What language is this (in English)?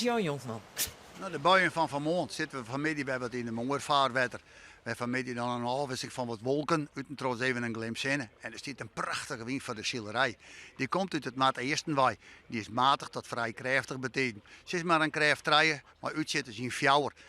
Western Frisian